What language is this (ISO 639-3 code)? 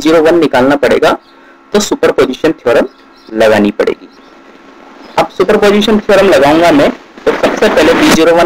hin